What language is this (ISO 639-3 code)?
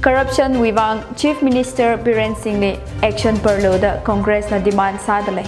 nmf